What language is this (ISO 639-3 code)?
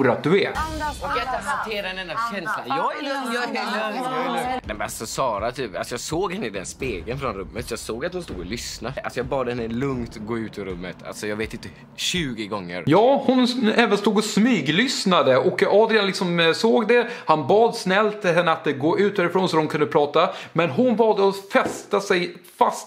swe